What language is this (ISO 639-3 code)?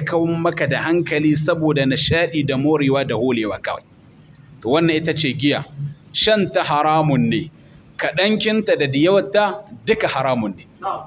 hau